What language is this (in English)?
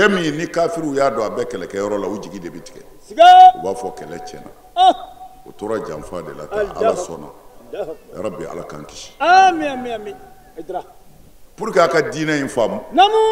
Bambara